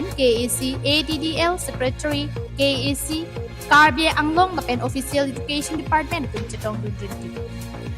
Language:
Karbi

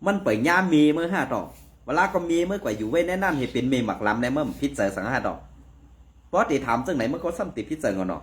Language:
Shan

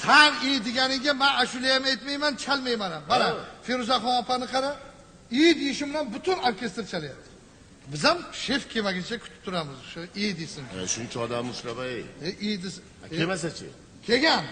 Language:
Uzbek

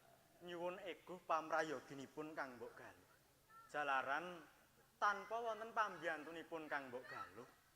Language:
Javanese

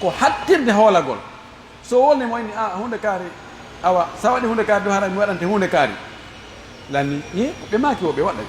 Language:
Pular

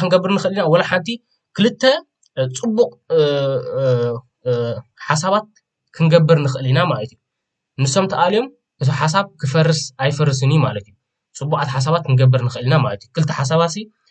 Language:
Tigrinya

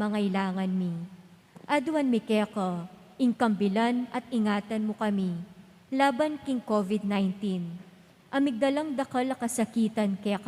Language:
Pampanga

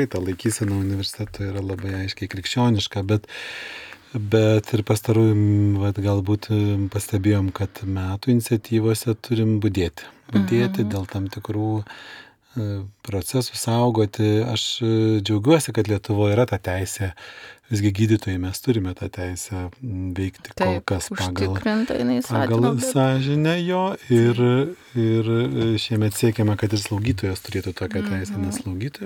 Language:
Lithuanian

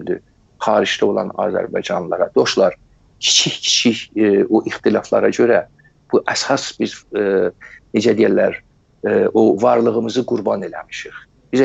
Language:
South Azerbaijani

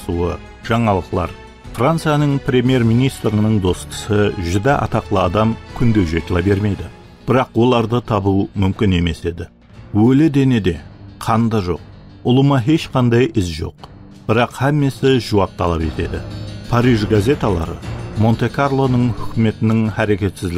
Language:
Kara-Kalpak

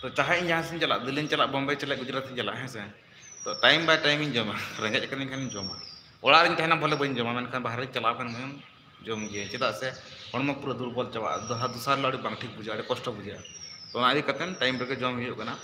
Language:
Santali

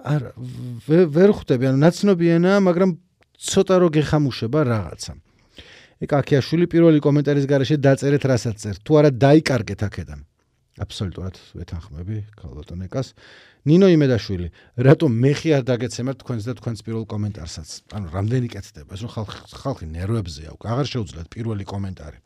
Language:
Georgian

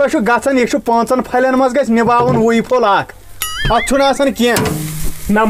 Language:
Kashmiri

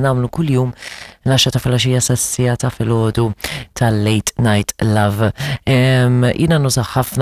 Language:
Maltese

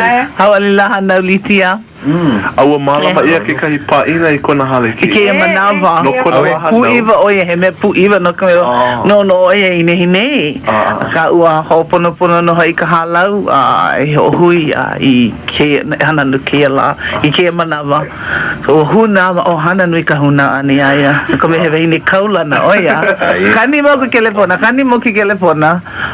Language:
Hawaiian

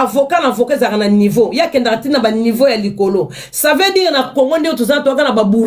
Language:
Lingala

